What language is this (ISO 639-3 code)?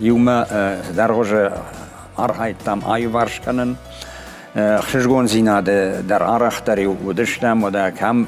oss